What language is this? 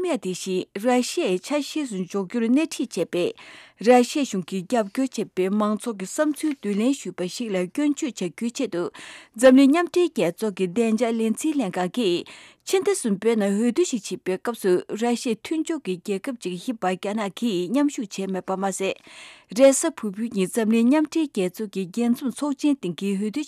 Tibetan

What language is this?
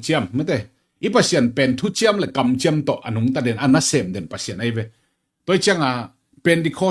Tedim Chin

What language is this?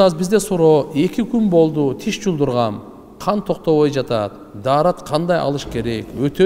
Kyrgyz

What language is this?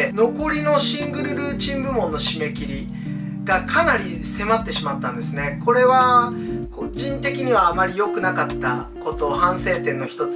Japanese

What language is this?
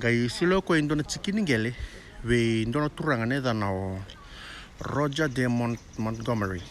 Fijian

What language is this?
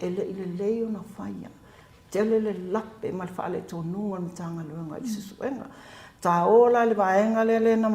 Samoan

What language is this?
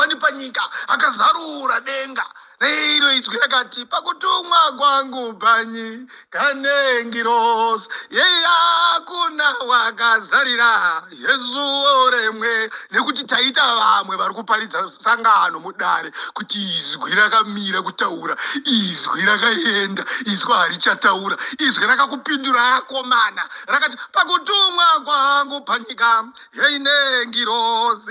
Shona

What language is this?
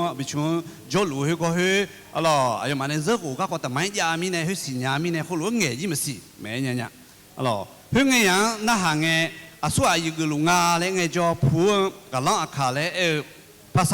Akha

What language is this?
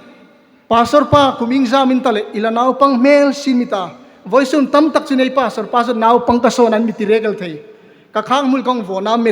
Hmar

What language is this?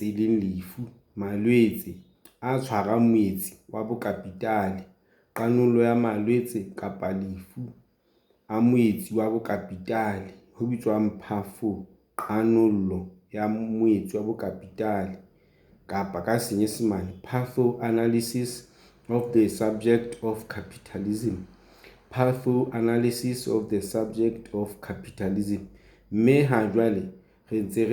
Southern Sotho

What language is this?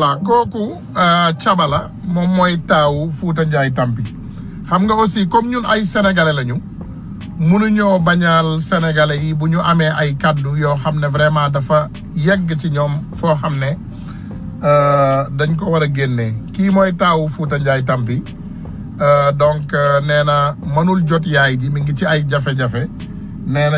Wolof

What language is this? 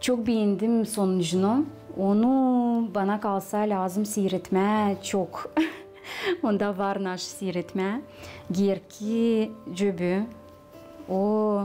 Gagauz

